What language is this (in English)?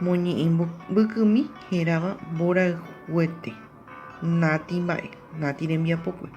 Guarani